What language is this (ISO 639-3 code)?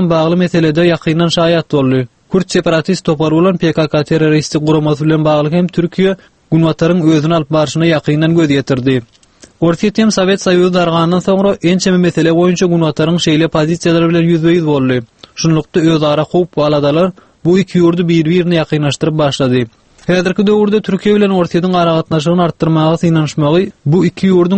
tuk